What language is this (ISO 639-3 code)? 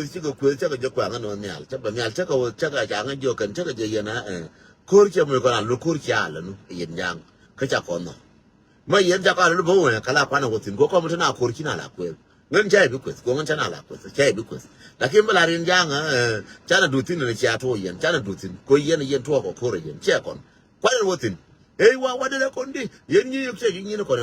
nus